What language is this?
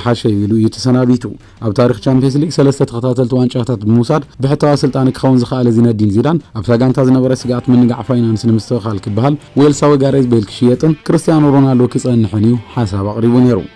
Tigrinya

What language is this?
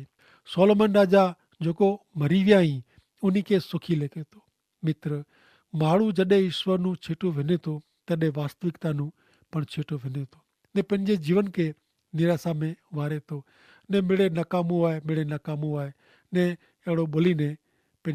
Kachhi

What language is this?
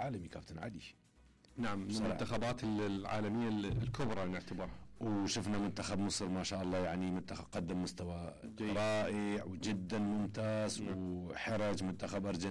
Mesopotamian Arabic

